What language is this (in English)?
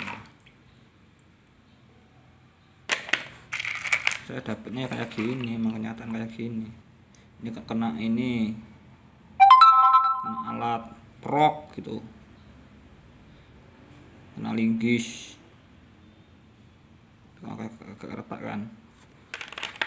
Indonesian